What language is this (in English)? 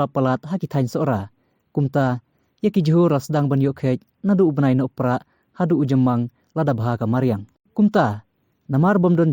Khasi